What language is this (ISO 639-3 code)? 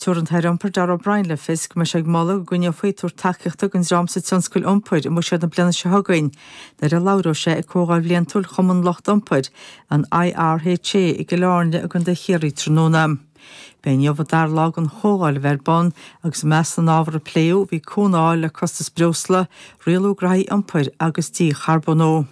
gle